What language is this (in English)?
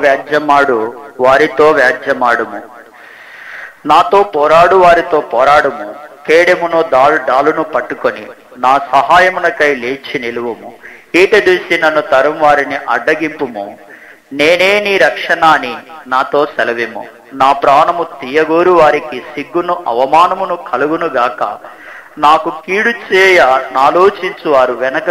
Telugu